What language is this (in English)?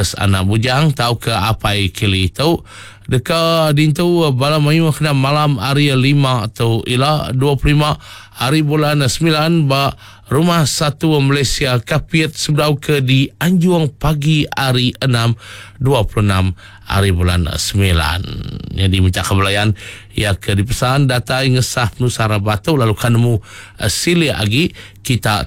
Iban